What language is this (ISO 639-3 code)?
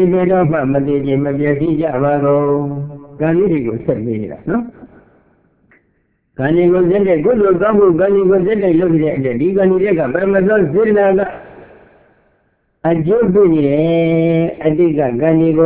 mya